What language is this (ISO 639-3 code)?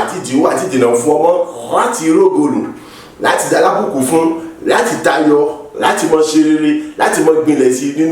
yor